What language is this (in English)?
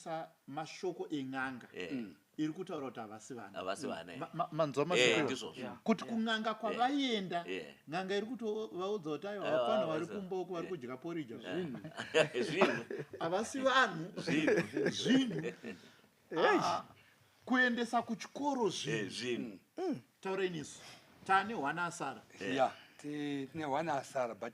Shona